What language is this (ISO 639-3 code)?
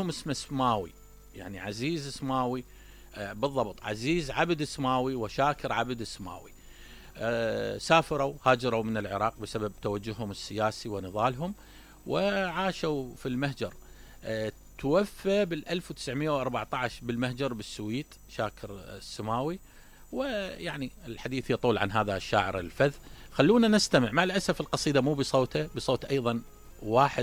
acm